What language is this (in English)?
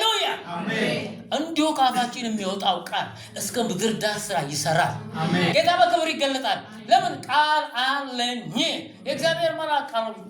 Amharic